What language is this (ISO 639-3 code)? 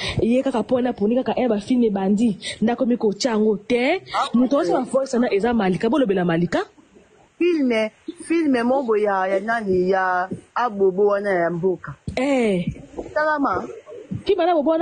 lin